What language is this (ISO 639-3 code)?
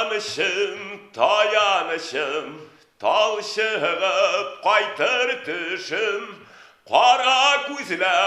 tat